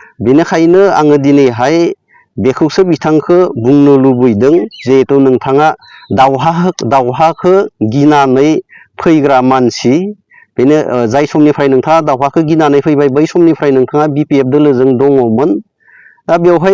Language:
Bodo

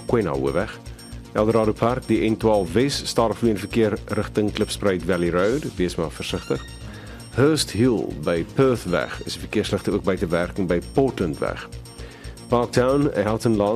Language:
Afrikaans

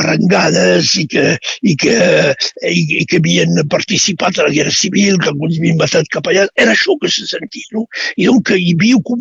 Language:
Catalan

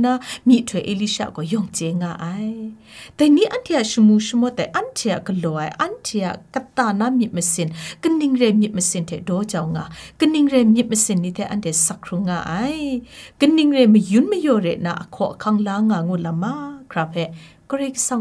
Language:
Kachin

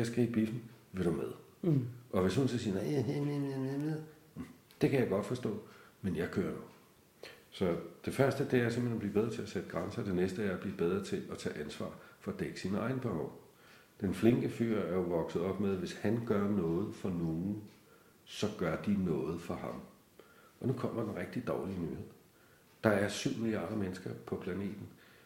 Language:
Danish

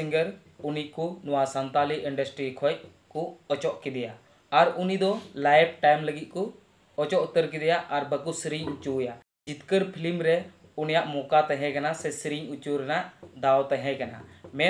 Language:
Santali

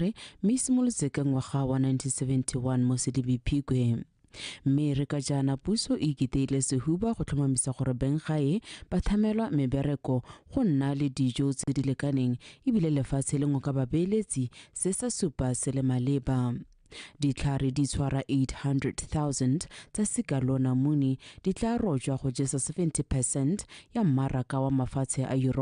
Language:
Tswana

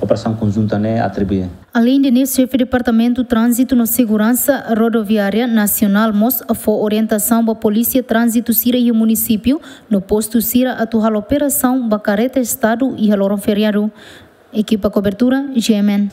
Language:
Tetum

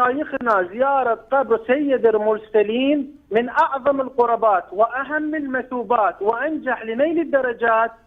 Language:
Persian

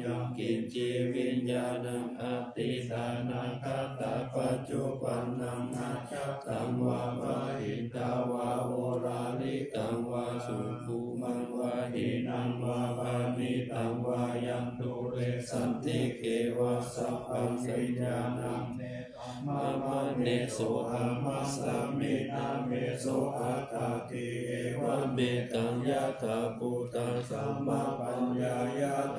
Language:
Pali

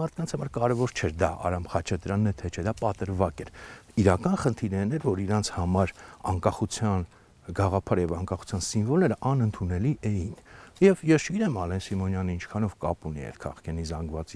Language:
Armenian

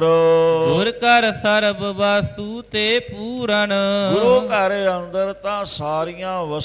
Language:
Punjabi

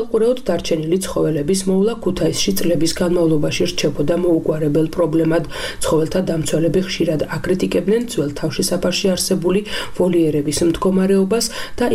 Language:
Georgian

